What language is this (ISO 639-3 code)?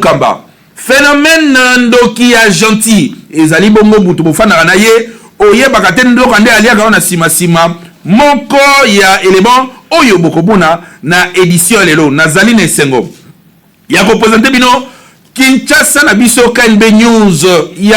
lin